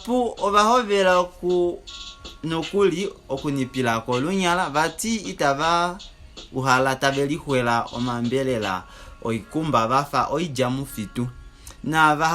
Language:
Kuanyama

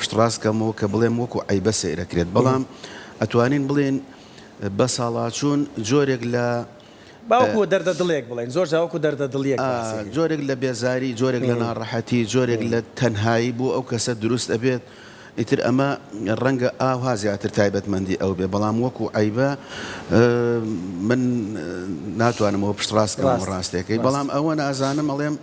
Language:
Central Kurdish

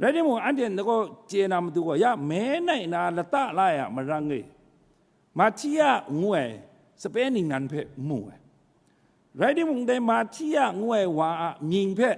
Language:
Kachin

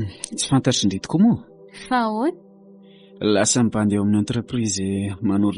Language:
Malagasy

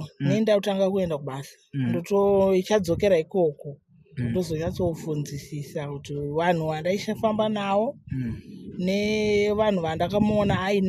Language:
Shona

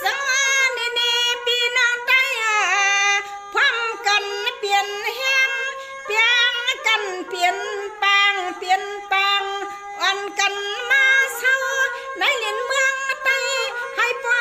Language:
Shan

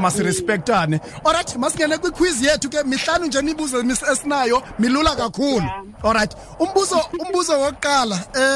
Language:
Xhosa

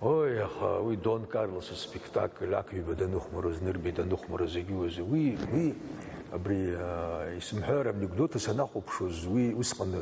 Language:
Abkhazian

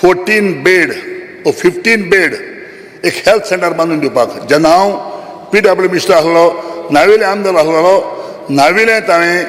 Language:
Konkani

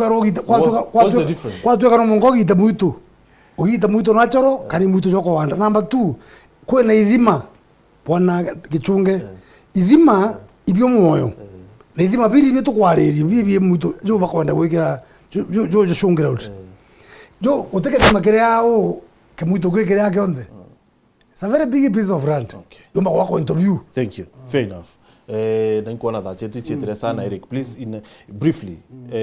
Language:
Meru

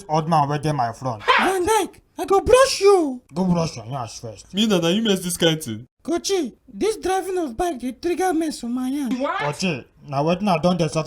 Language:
Nigerian Pidgin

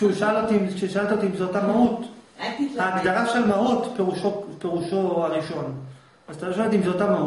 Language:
Hebrew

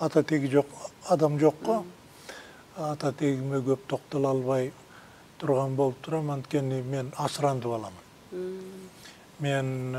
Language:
Kyrgyz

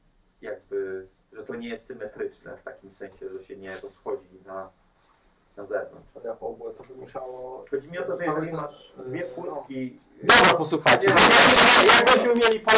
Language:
Polish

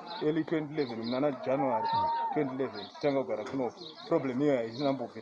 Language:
Shona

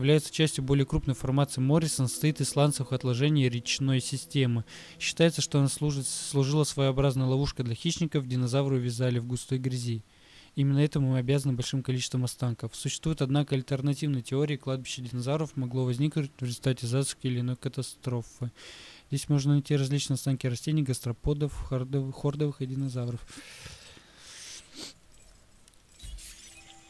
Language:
Russian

